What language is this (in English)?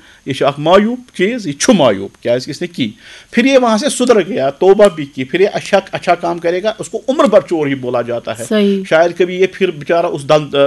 Kashmiri